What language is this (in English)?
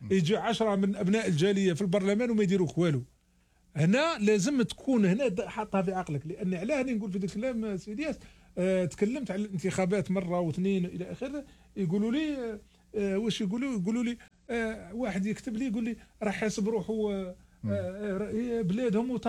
Algerian Arabic